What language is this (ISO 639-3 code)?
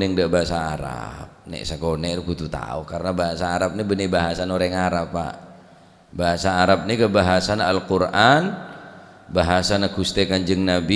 mad